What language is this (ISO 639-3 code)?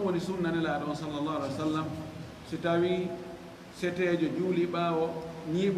ful